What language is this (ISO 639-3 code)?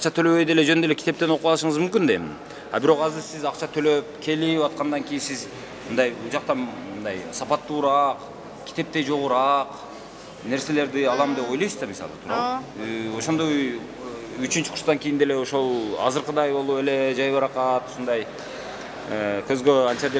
kir